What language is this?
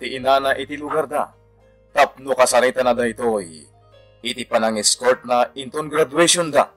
Iloko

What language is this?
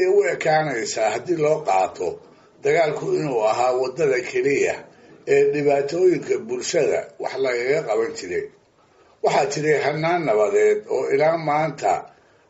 Somali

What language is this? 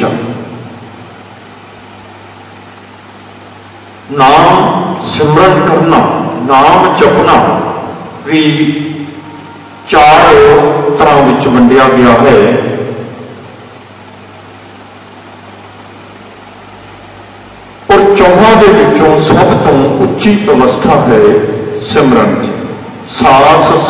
Punjabi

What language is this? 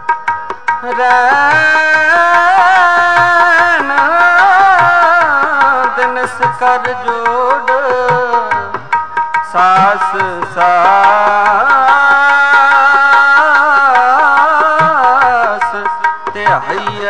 Punjabi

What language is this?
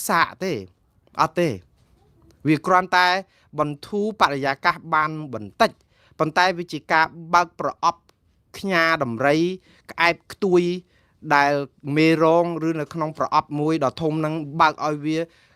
Khmer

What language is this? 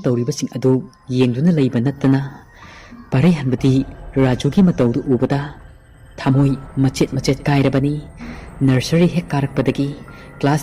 Manipuri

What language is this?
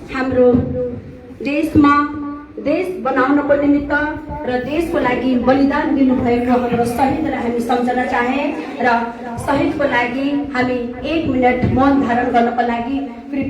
Nepali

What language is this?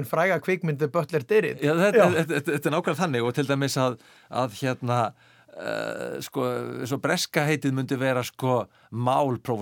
Icelandic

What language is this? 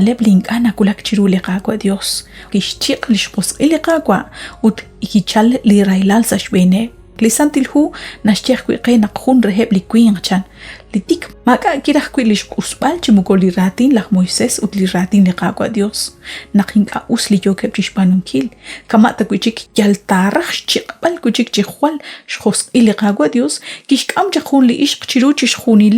Kekchí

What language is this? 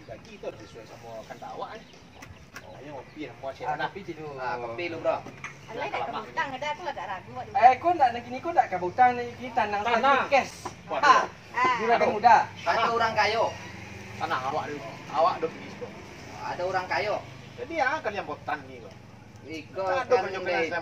Minangkabau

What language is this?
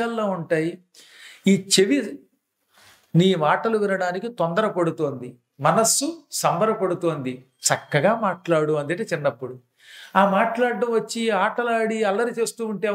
Telugu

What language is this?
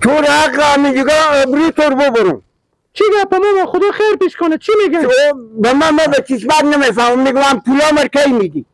Persian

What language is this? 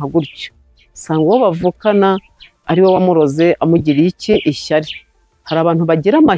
Kinyarwanda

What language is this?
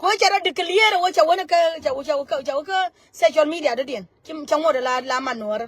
Nuer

